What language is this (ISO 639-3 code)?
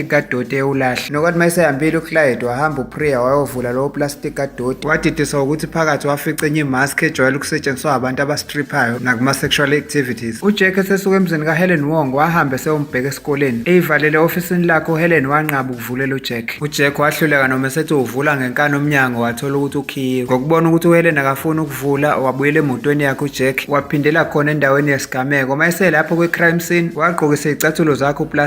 zul